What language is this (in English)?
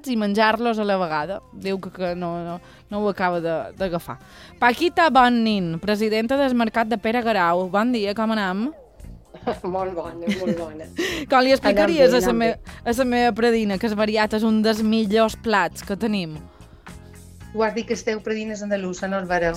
Catalan